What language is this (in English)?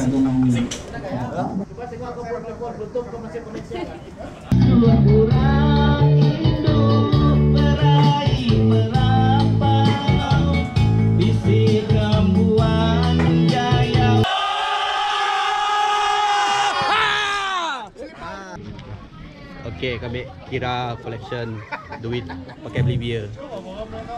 Malay